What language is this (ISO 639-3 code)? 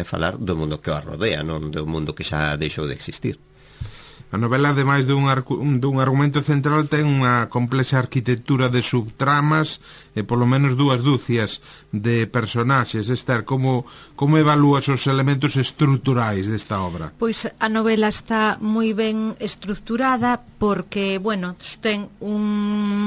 glg